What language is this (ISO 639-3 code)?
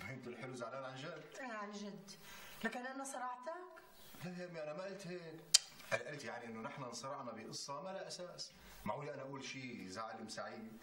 apc